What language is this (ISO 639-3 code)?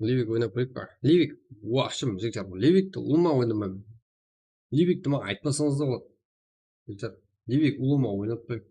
kaa